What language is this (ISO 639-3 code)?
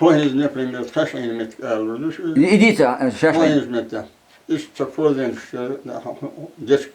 che